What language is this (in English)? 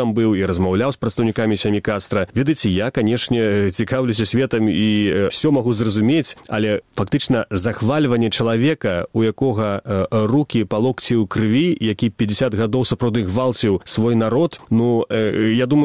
Belarusian